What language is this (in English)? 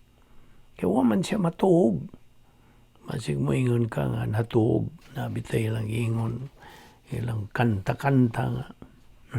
Cebuano